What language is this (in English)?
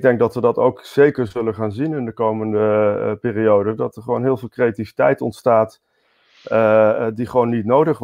Dutch